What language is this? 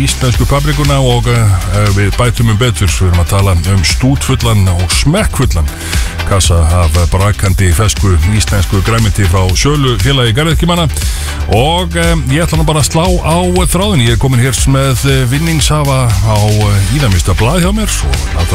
Icelandic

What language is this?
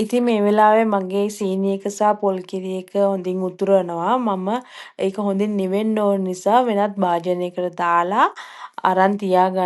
Sinhala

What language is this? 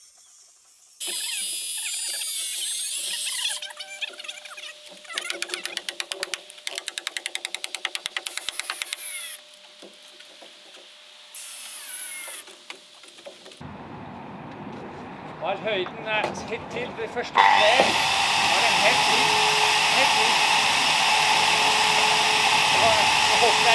Norwegian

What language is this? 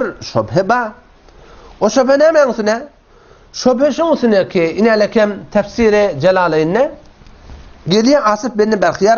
Turkmen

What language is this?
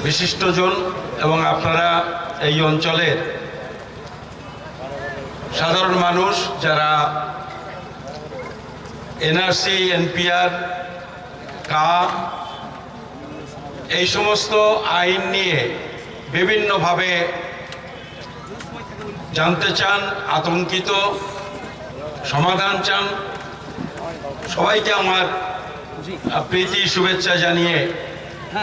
Bangla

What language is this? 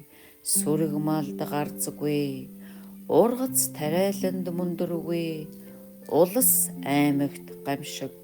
Mongolian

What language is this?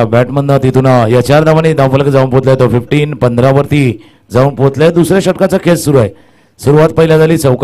Marathi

